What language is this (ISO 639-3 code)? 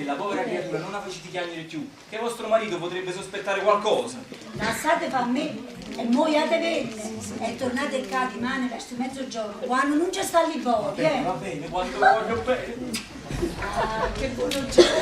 nap